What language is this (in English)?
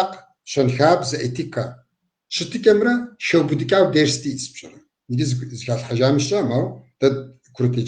Kabardian